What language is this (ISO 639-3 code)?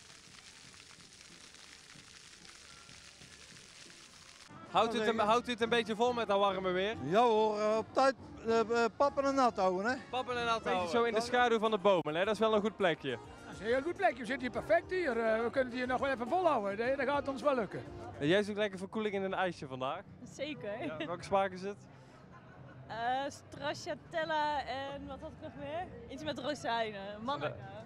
nld